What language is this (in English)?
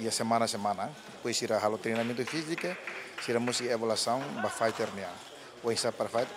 Tetum